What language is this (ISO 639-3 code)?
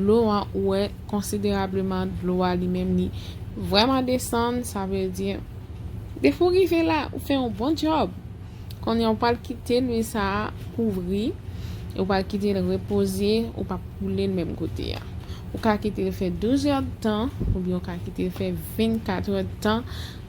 hat